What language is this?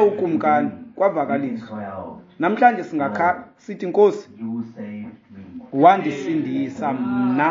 Xhosa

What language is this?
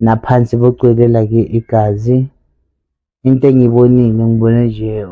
Zulu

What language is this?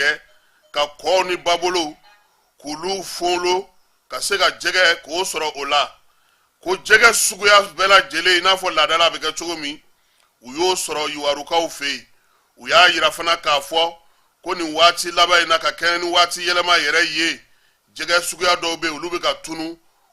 Bambara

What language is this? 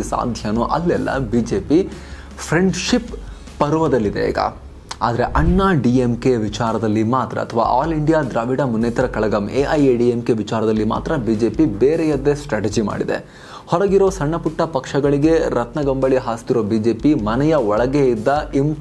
Kannada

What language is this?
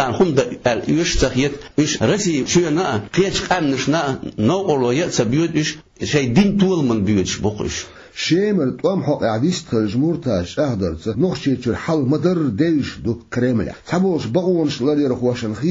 Chechen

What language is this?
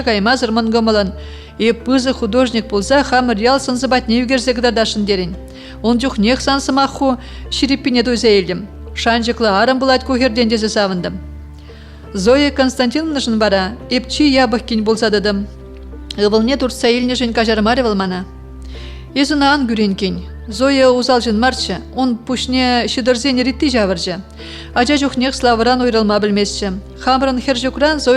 Chuvash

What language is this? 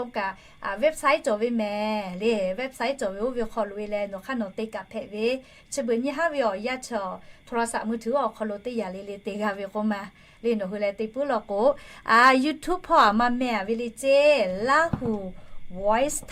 Lahu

